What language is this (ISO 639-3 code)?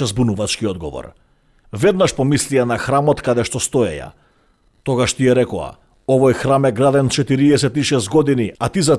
mkd